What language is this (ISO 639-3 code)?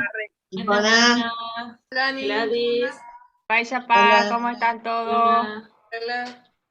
grn